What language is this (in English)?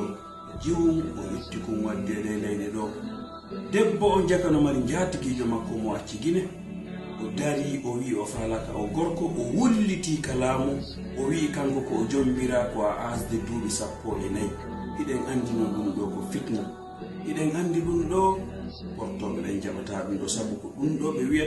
Fula